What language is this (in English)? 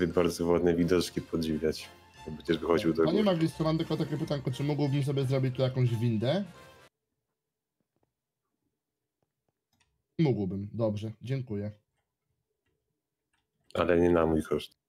Polish